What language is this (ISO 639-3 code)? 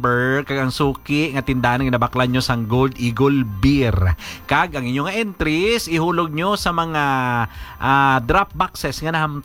hil